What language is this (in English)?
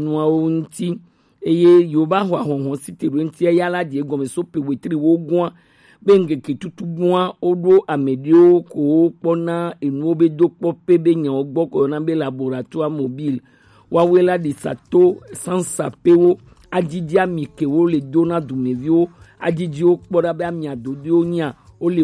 Gen